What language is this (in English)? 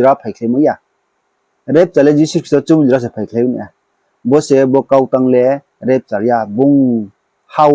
Riang (India)